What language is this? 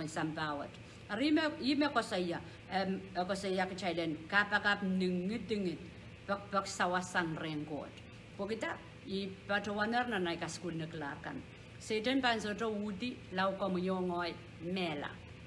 Pohnpeian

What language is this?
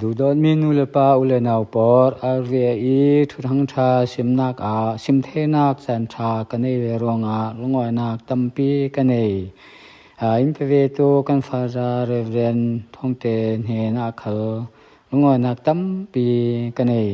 Falam Chin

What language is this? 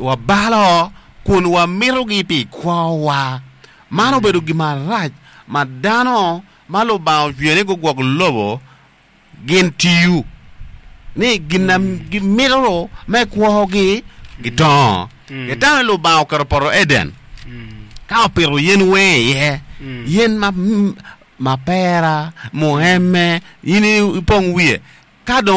Acoli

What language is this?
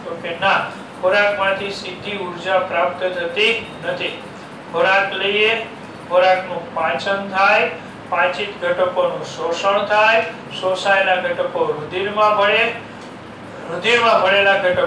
Gujarati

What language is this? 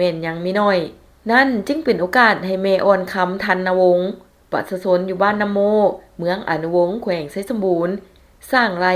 Lao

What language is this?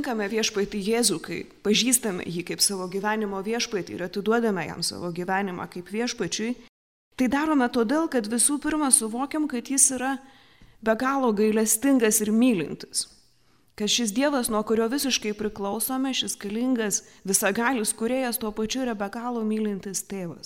Lithuanian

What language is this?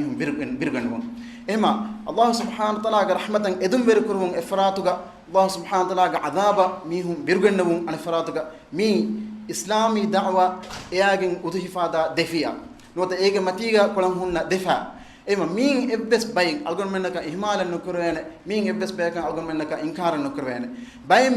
Divehi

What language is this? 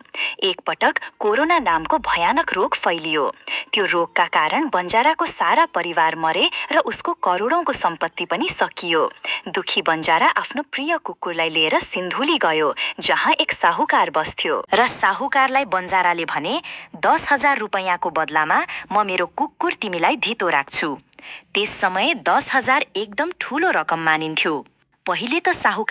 Nepali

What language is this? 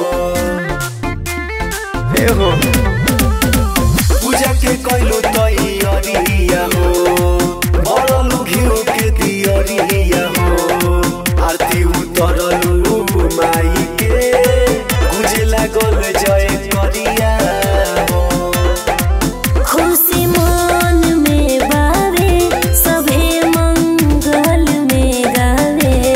Bhojpuri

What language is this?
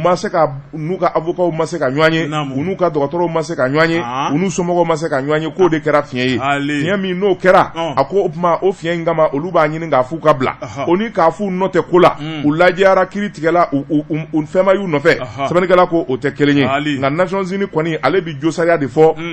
Bambara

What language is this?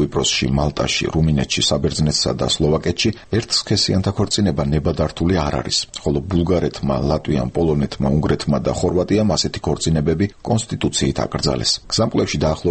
Georgian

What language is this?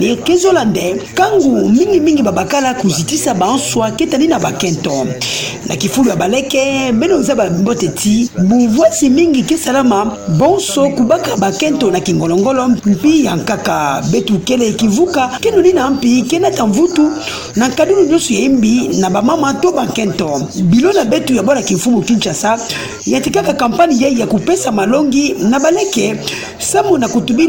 Kituba (Democratic Republic of Congo)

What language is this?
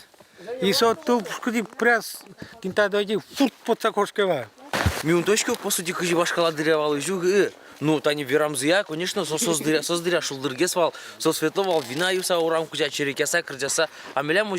Udmurt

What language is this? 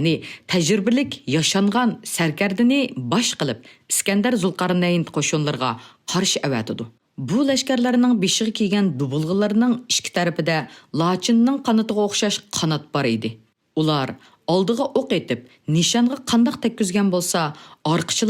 Uyghur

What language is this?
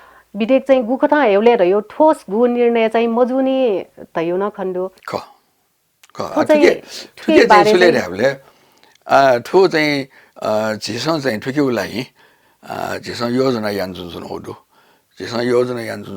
Newari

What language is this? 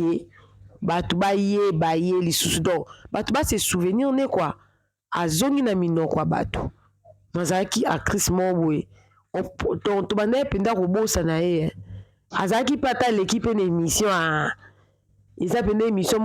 Lingala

